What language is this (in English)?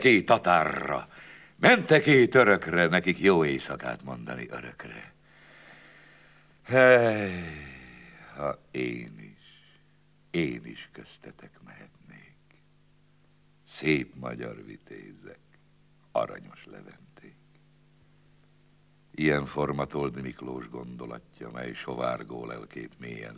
Hungarian